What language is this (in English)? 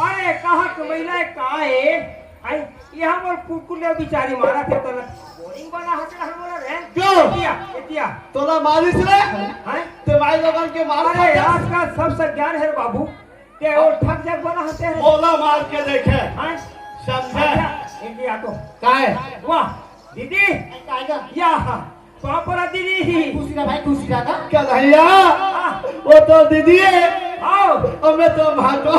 Chhattisgarhi